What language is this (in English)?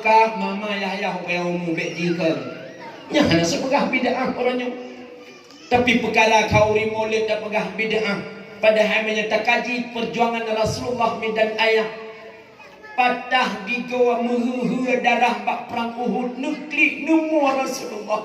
Achinese